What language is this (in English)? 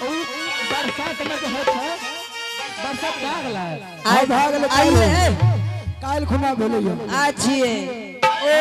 Angika